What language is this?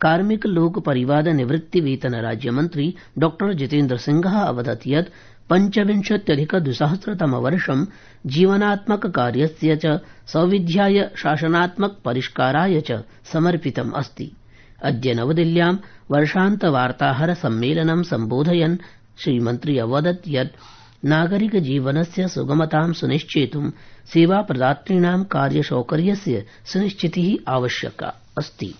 Sanskrit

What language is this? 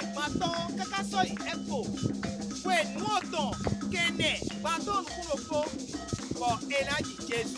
Fon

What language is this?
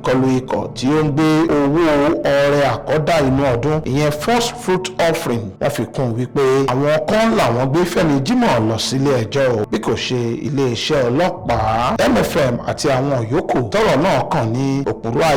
Yoruba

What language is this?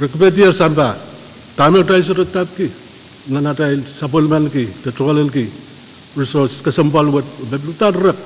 Pohnpeian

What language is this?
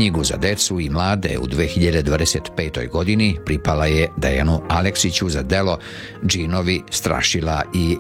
Serbian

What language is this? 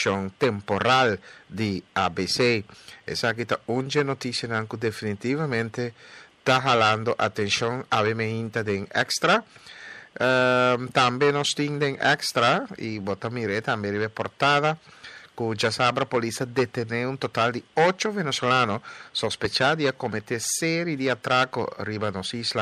Papiamento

